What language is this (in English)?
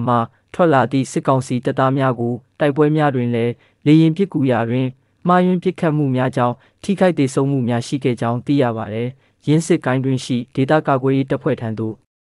Burmese